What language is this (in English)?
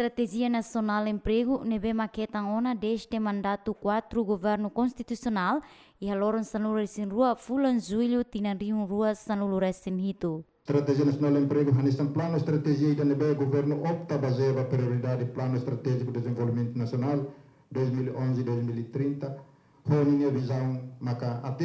Tetum